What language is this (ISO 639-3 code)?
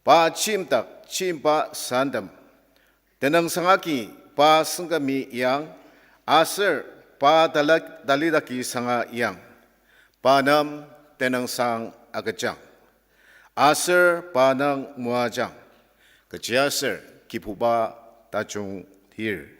njo